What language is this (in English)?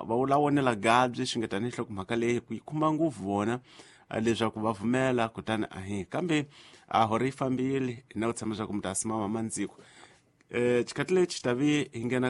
Tsonga